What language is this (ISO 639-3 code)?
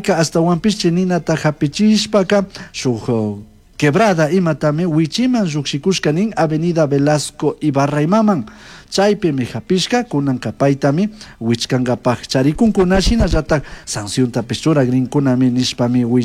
qug